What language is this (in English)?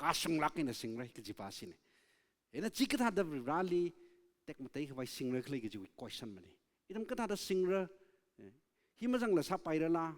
Tangkhul Naga (India)